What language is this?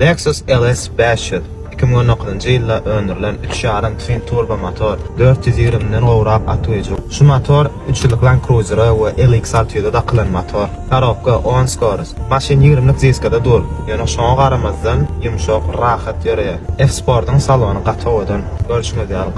Turkmen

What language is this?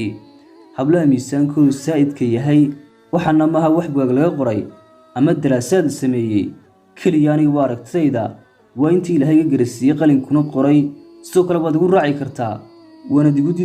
Somali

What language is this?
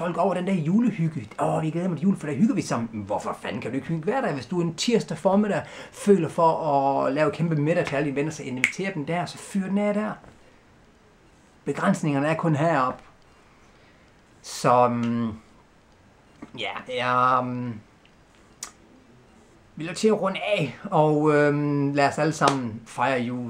Danish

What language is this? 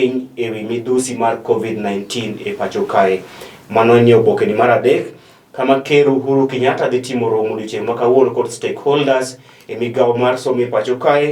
Luo (Kenya and Tanzania)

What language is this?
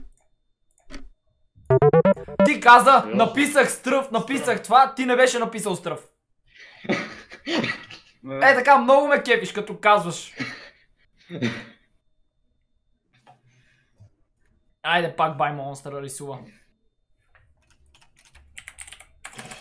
Bulgarian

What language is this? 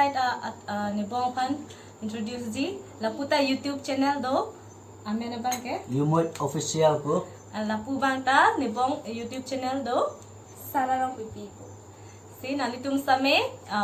Karbi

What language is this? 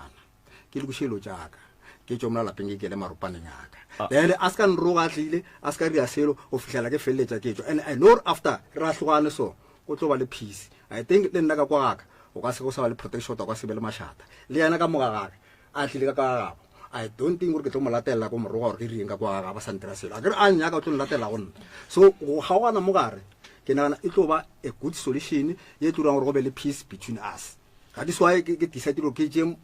Northern Sotho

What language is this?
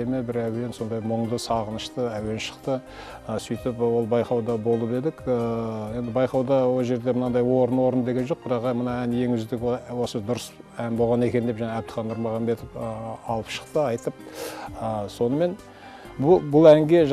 Kazakh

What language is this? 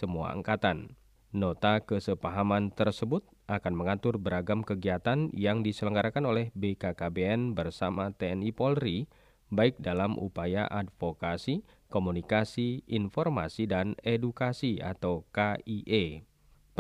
Indonesian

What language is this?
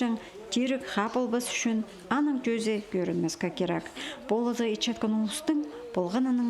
Khakas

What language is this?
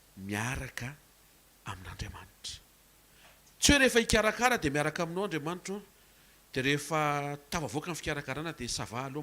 Malagasy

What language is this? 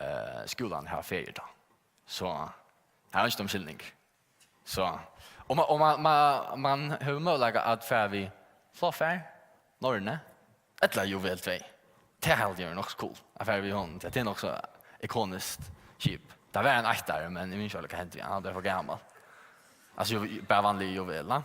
Faroese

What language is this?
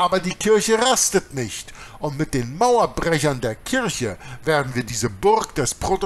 German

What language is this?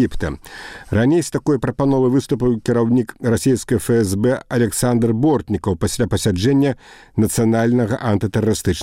Belarusian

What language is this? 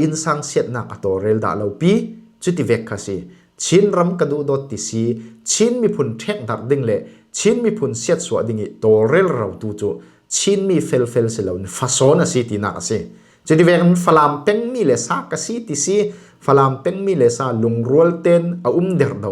Falam Chin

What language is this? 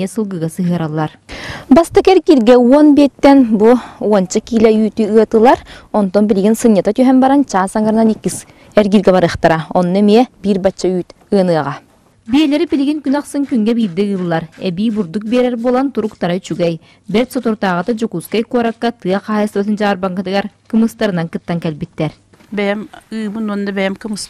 Yakut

